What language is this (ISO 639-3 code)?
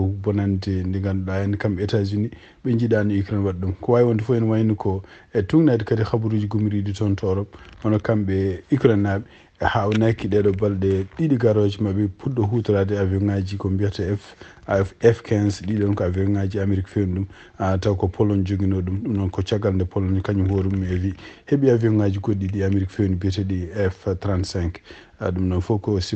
ful